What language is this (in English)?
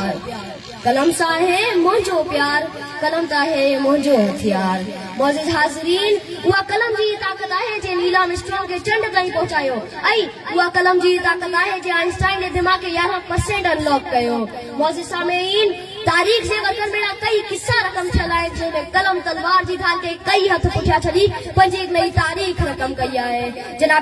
Sindhi